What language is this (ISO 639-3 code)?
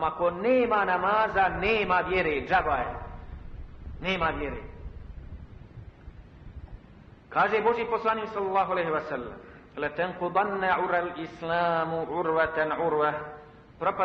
bos